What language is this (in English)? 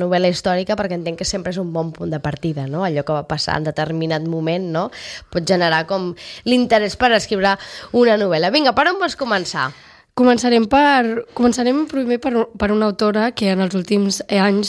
Catalan